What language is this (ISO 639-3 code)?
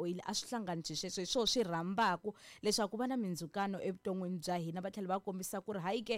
tso